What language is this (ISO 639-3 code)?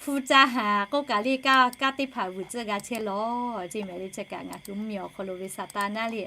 lhu